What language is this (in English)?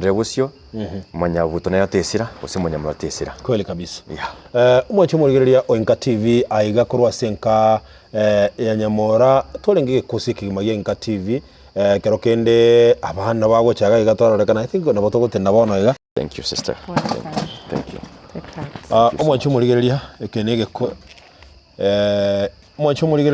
Gusii